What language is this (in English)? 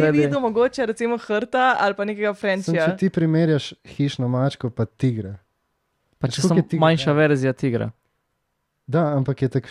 Slovenian